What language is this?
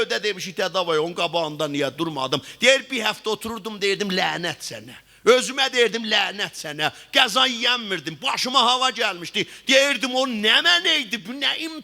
South Azerbaijani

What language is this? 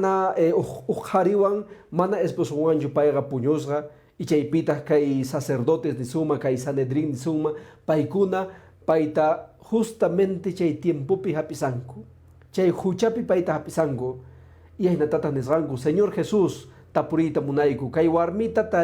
Quechua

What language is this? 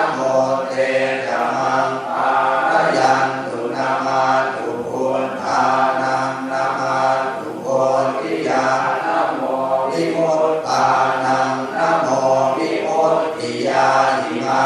Pali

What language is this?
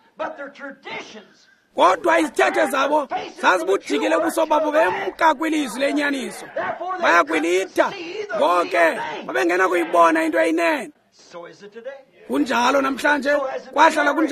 Xhosa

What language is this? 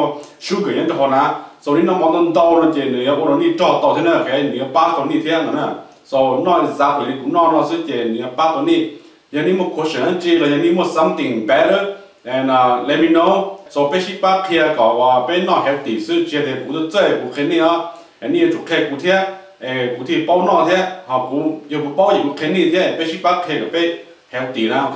Hmong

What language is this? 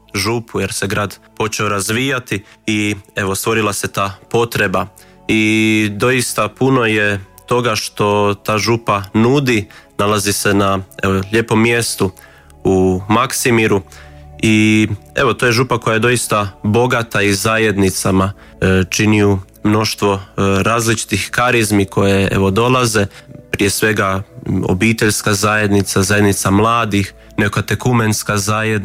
Croatian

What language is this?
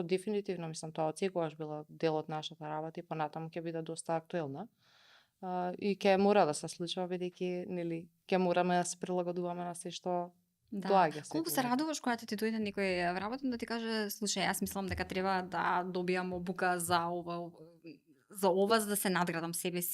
Macedonian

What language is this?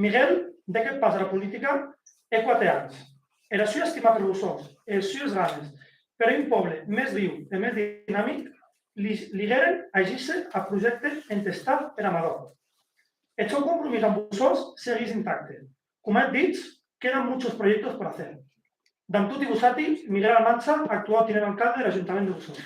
Occitan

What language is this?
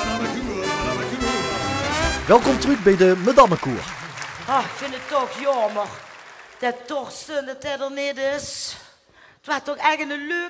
Limburgish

